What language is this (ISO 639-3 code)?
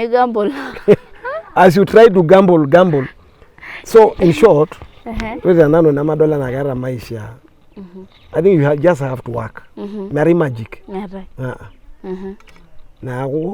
mas